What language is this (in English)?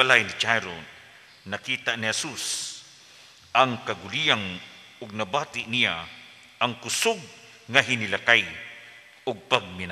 Cebuano